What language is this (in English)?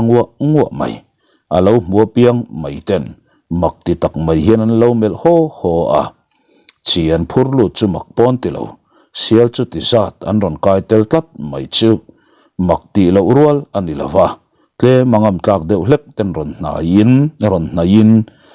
Mizo